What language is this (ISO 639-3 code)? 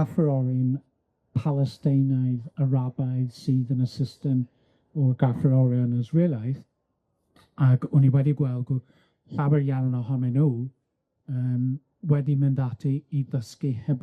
cym